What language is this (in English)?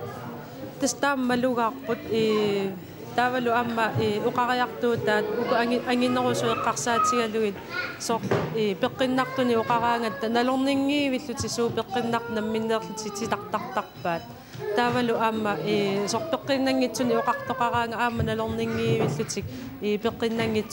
Kalaallisut